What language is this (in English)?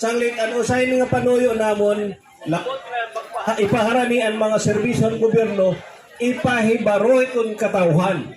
Waray